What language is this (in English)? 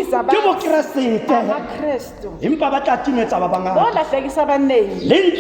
Tswana